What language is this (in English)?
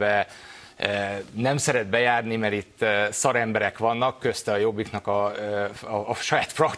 Hungarian